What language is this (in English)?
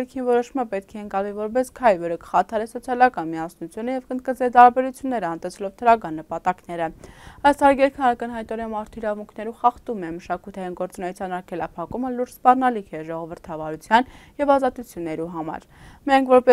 Armenian